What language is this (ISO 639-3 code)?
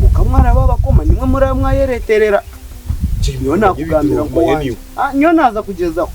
nyn